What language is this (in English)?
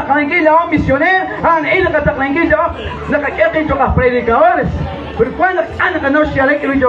Kekchí